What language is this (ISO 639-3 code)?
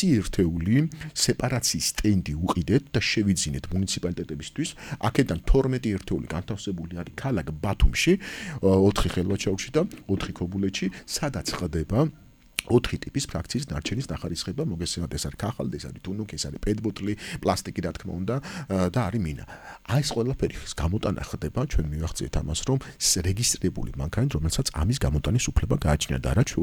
kat